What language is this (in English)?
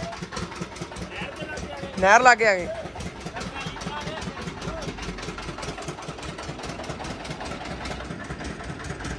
Punjabi